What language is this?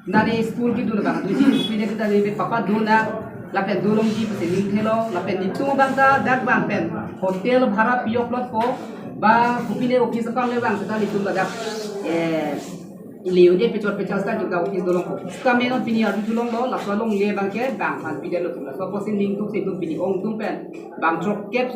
Karbi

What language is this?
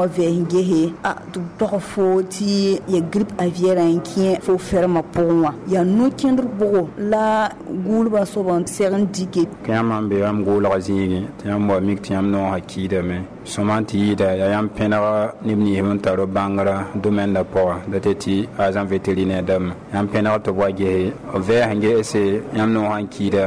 Mossi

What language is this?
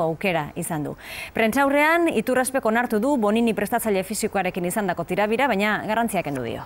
Basque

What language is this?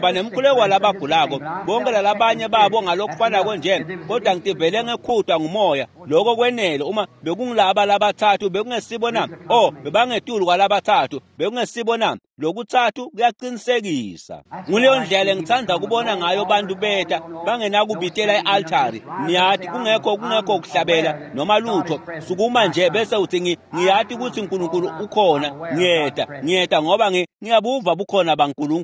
Swati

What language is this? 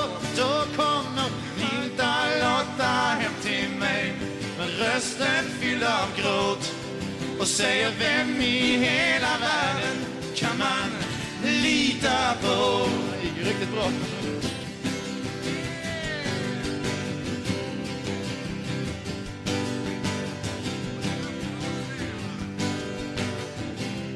Swedish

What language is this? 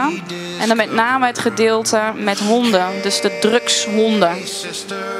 Dutch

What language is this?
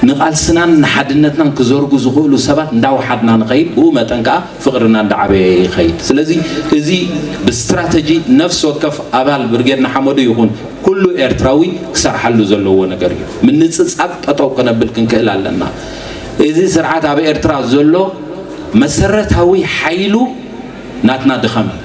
Tigrinya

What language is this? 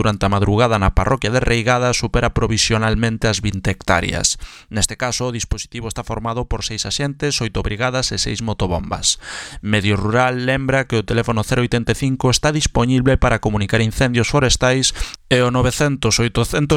Galician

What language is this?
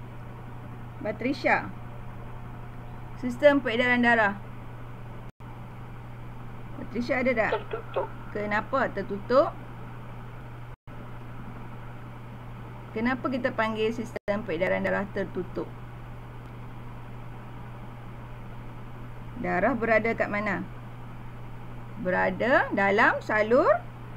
Malay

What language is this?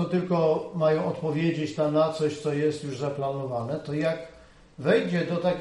Polish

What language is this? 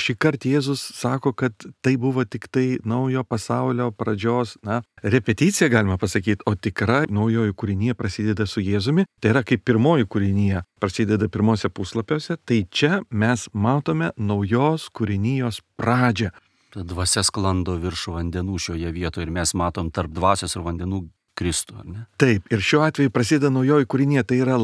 Lithuanian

